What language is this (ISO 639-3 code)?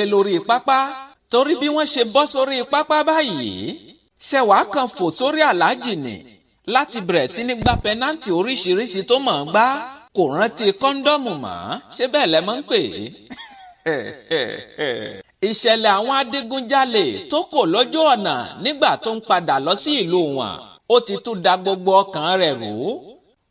yor